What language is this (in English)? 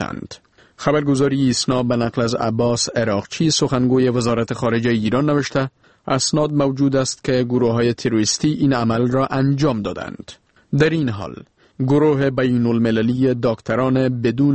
Persian